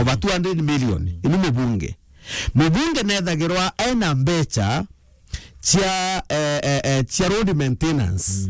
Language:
Meru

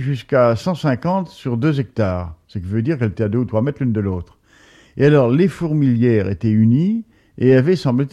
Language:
French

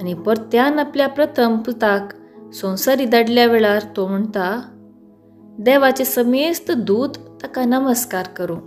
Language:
Konkani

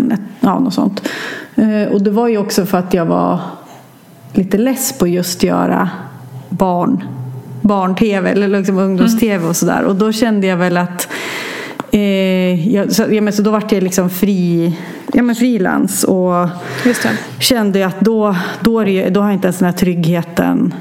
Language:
Swedish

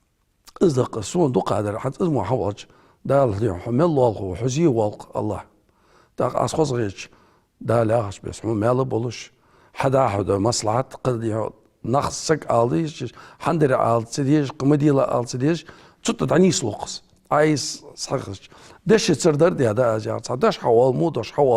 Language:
Ingush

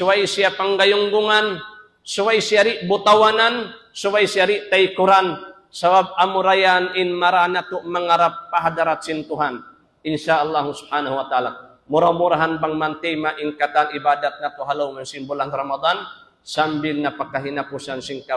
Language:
Tausug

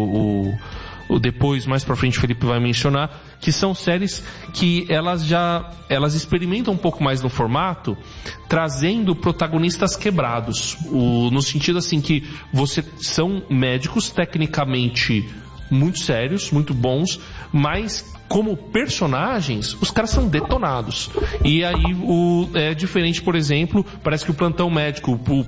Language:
Portuguese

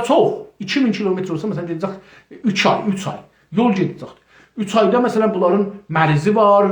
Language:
South Azerbaijani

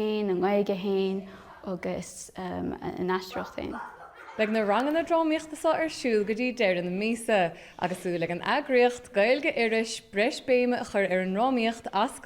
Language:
Irish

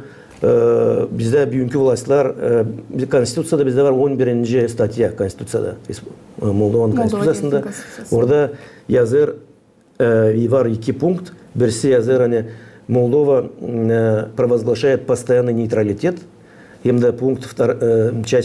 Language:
Gagauz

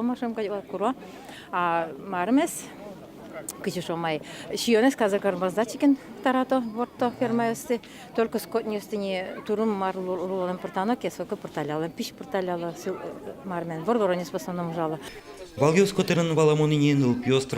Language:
Udmurt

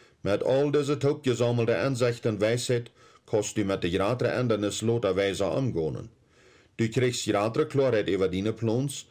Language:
Plautdietsch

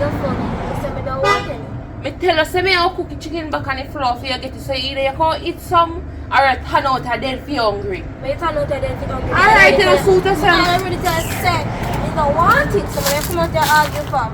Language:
Jamaican Creole English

